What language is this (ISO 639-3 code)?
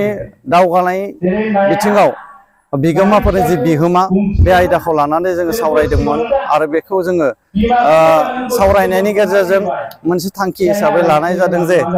brx